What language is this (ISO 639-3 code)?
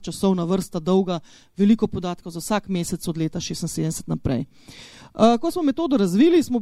slv